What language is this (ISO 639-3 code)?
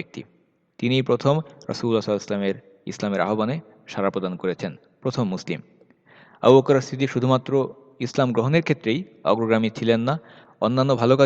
ben